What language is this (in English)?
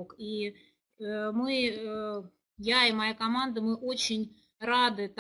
Russian